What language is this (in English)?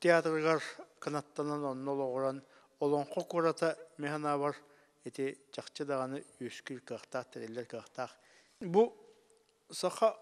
Yakut